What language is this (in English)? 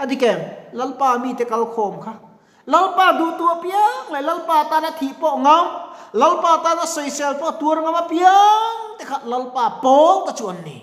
Mizo